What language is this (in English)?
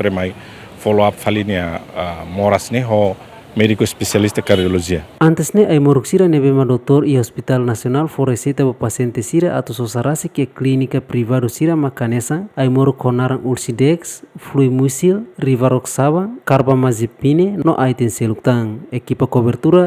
Tetum